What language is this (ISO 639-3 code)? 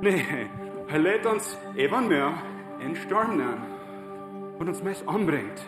pdt